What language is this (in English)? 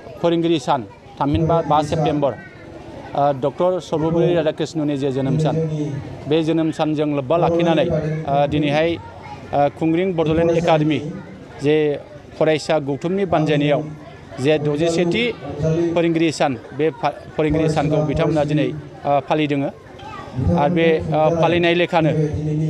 Bodo